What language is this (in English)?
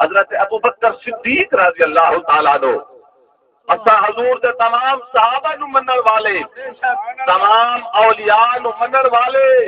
Saraiki